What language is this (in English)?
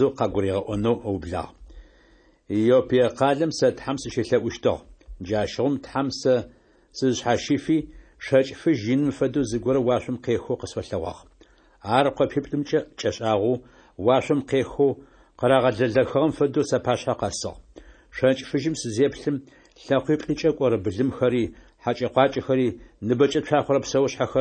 Adyghe